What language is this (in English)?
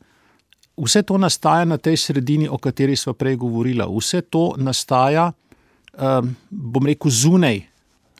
Slovenian